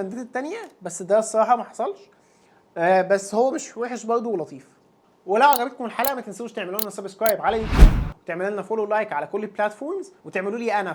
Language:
Egyptian Arabic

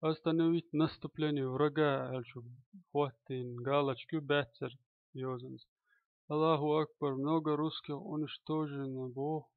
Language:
Chechen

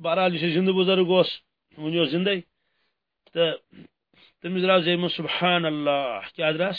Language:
Kashmiri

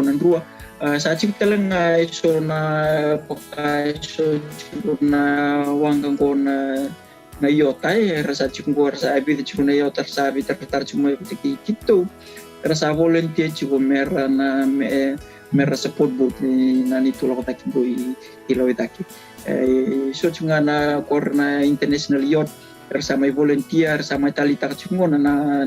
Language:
Fijian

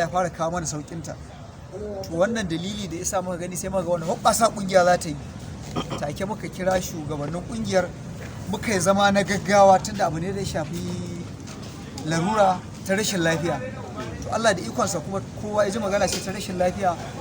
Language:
Hausa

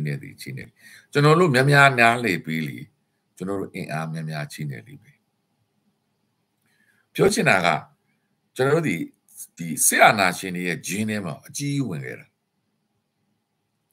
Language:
Burmese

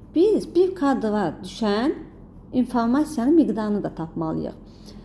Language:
Azerbaijani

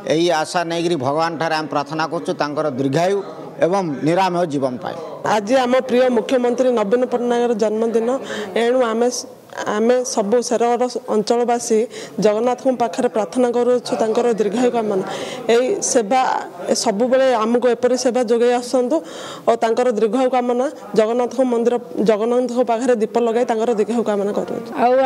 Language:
Odia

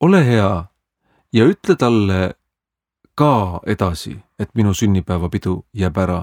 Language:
Estonian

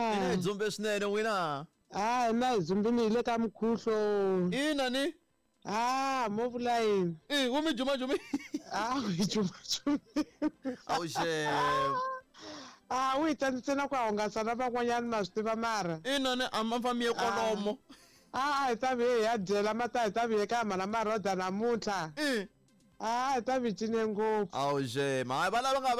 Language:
Tsonga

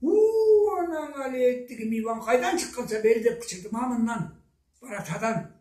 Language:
Karachay-Balkar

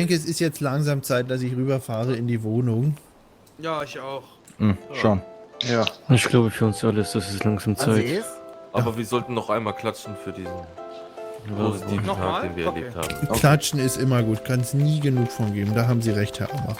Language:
Swiss German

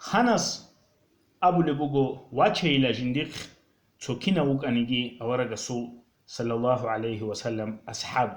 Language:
Avaric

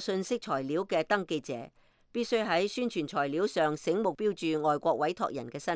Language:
Cantonese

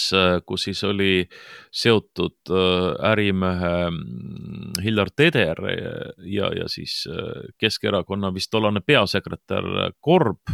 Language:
Estonian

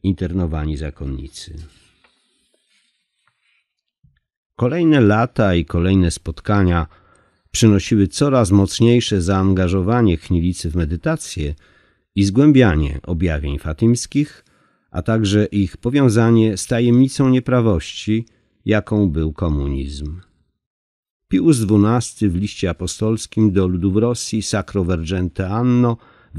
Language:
Polish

